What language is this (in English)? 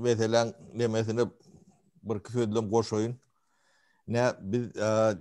Turkmen